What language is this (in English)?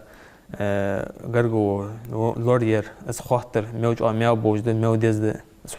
Ingush